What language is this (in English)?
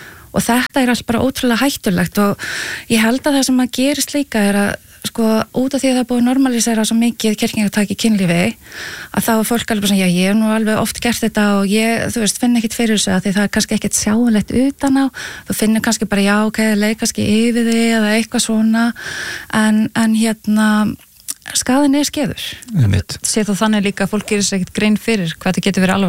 Icelandic